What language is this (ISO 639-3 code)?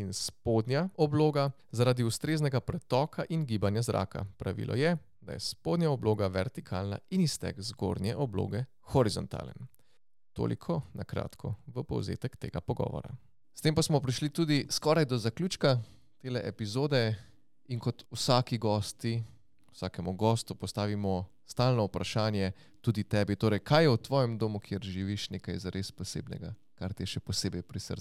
slv